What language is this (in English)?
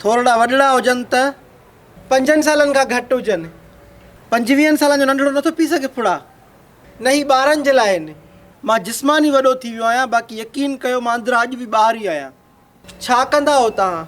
Sindhi